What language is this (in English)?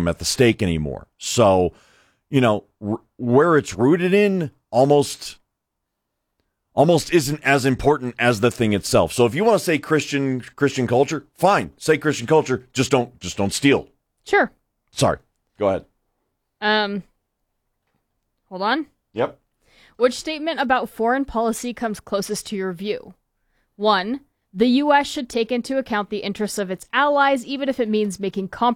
English